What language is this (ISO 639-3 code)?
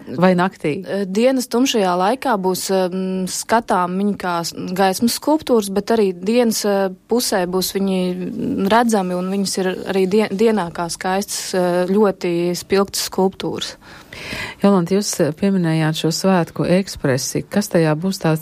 lav